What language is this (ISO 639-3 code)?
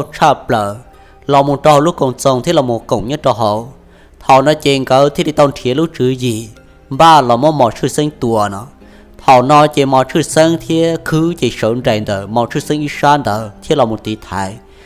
hmn